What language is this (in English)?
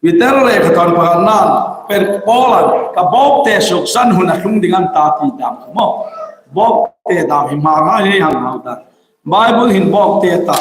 Hmar